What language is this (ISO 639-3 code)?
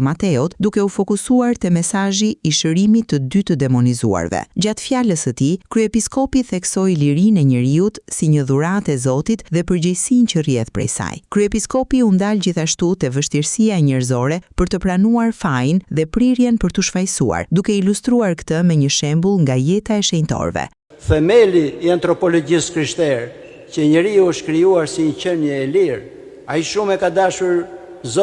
sqi